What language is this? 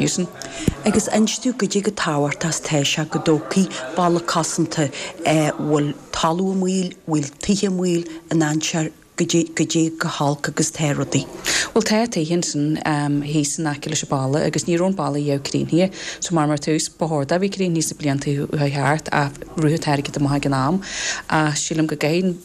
Irish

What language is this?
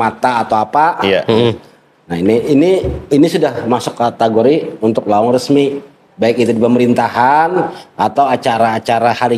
Banjar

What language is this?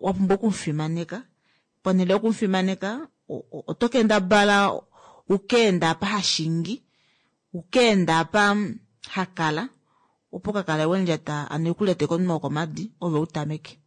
Kuanyama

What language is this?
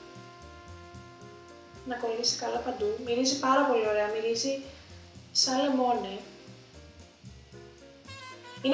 Greek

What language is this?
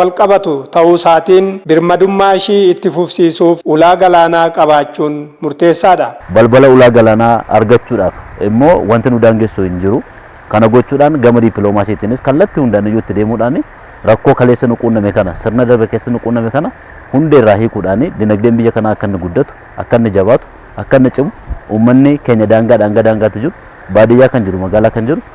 Oromo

